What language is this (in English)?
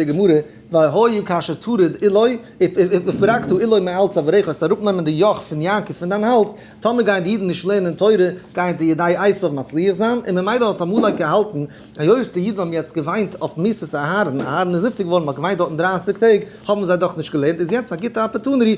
Yiddish